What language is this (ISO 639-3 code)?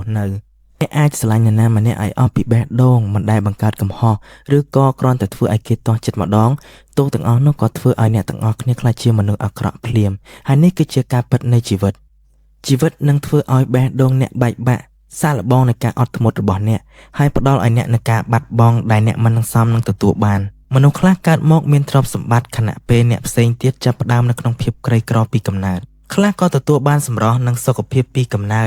khm